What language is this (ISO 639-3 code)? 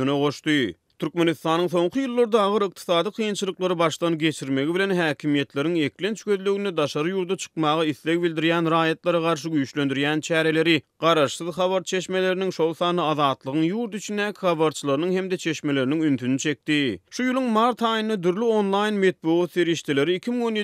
tuk